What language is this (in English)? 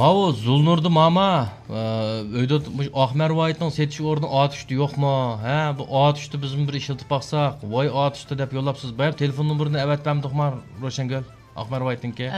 Uyghur